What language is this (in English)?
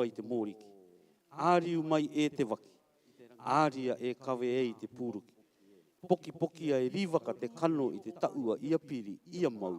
Rarotongan